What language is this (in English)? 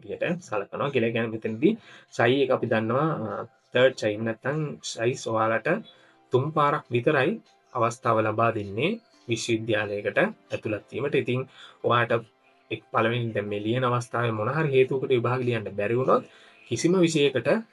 Sinhala